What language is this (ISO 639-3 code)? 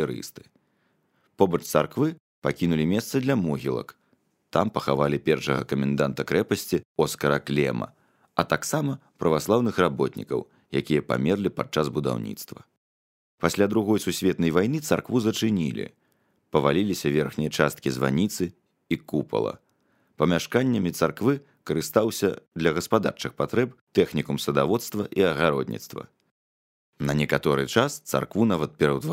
bel